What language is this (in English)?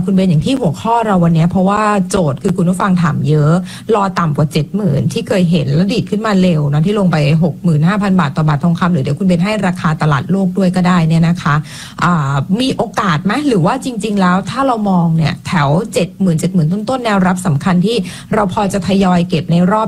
Thai